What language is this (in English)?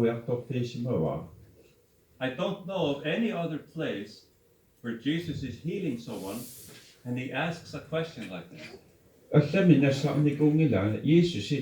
Kalaallisut